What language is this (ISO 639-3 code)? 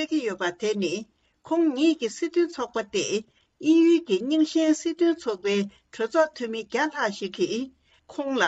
bod